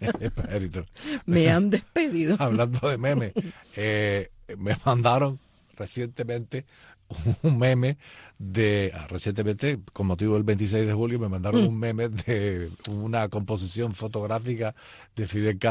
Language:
Spanish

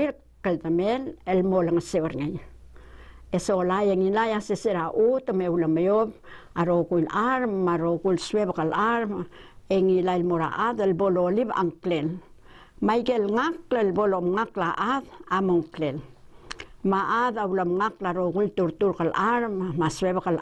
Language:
Palauan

